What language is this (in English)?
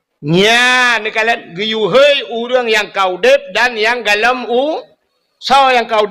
Achinese